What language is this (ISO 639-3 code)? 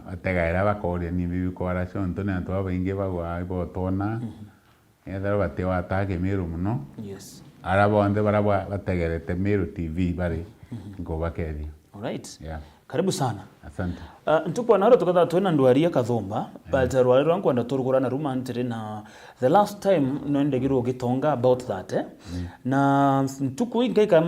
mer